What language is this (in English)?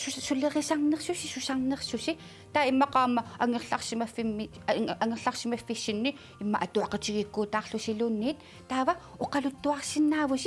Kalaallisut